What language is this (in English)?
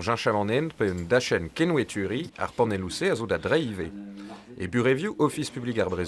Breton